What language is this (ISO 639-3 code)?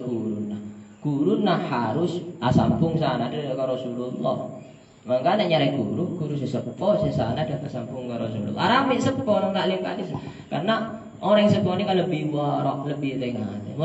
mad